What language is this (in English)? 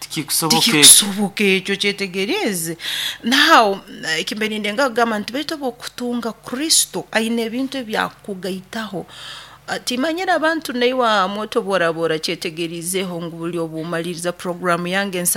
Nyoro